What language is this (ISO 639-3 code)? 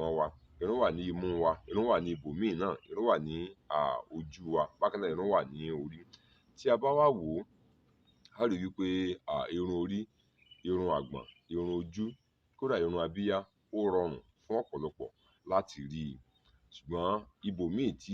yor